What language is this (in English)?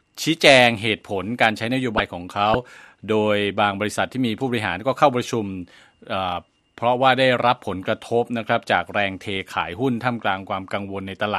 Thai